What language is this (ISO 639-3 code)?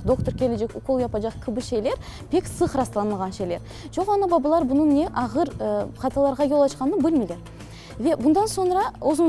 crh